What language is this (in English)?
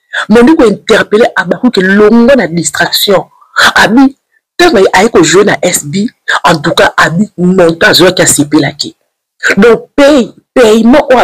Lingala